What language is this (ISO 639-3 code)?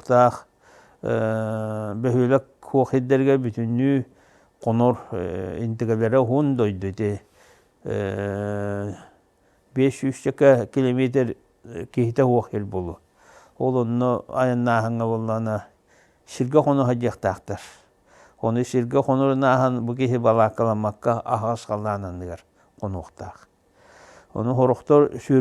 sah